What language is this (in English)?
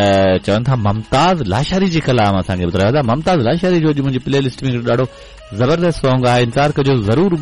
Sindhi